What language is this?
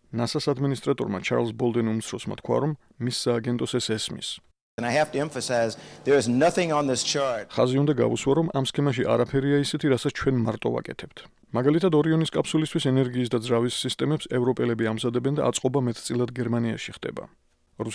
Georgian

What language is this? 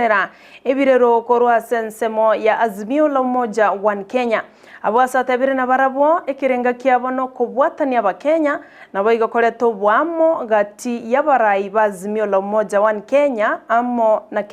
Gusii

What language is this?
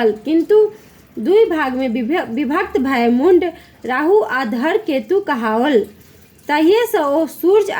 Maithili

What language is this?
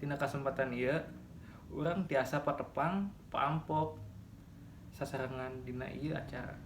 Sundanese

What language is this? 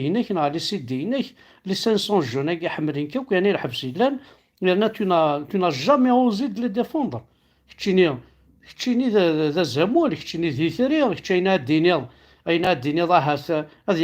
Kabyle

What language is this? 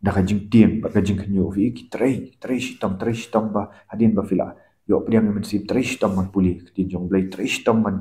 Khasi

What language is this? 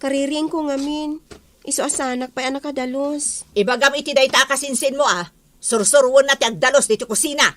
Iloko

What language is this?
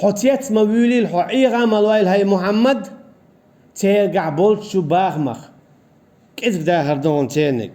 Chechen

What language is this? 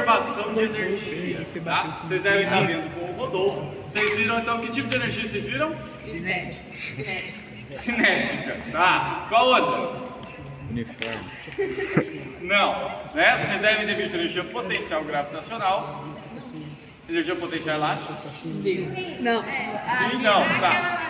Portuguese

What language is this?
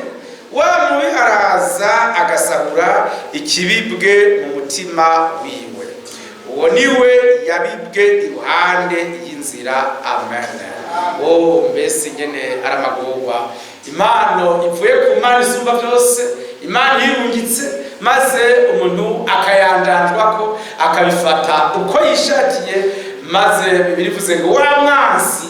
Rundi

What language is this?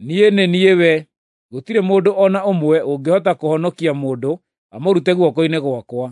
Kikuyu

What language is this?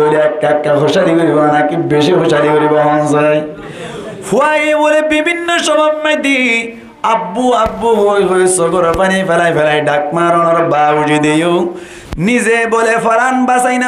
Rohingya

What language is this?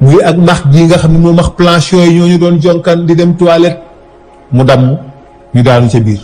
Wolof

